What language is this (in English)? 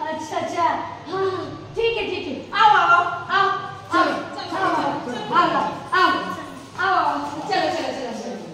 Chhattisgarhi